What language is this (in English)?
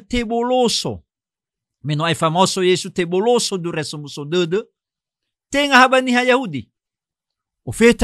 Nias